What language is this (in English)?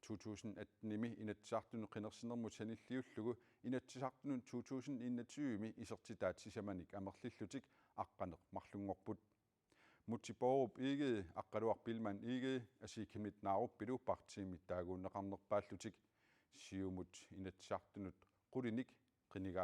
Kalaallisut